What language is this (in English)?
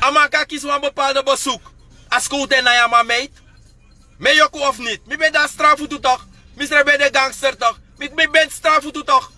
Sranan Tongo